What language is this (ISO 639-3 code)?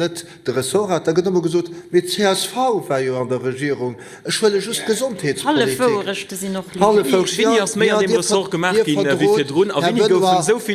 ltz